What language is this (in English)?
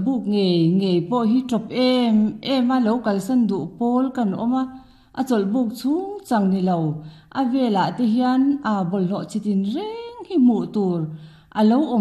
Mizo